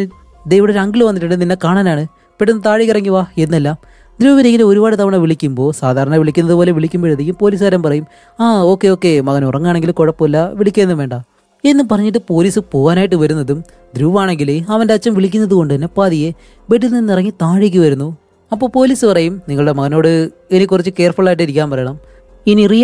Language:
Malayalam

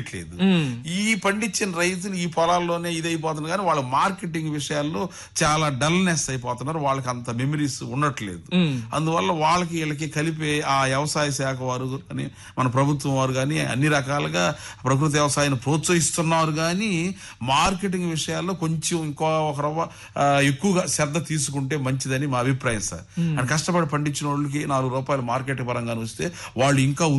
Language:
Telugu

